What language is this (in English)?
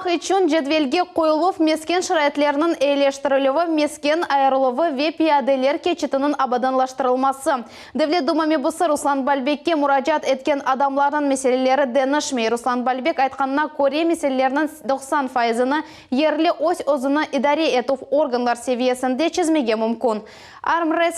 Crimean Tatar